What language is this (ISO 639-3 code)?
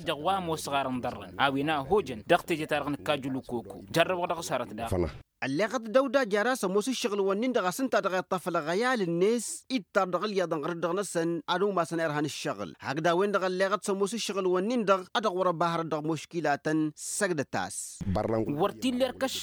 taq